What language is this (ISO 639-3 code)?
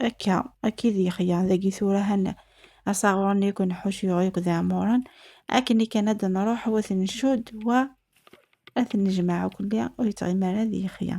kab